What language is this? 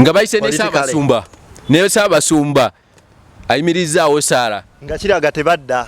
Ganda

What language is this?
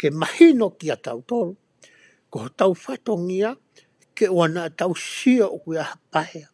Tongan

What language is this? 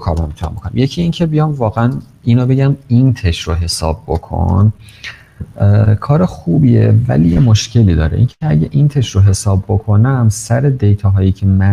Persian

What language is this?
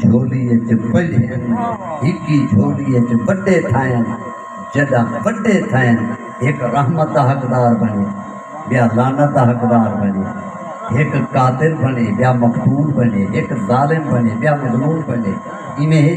Saraiki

